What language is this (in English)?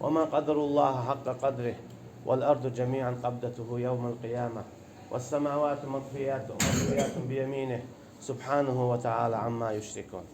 Chechen